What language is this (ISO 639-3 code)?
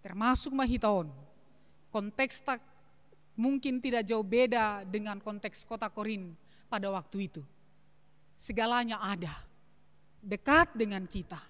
bts